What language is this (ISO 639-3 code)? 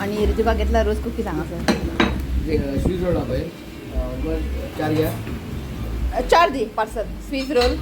kok